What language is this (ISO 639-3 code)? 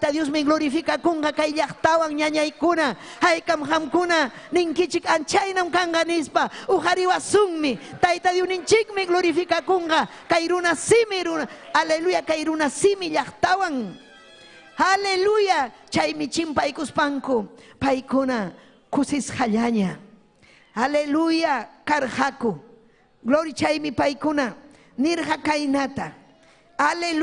quy